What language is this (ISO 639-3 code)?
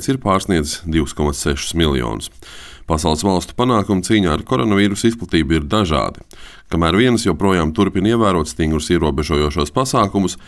lav